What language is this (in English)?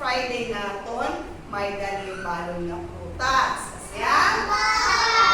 Waray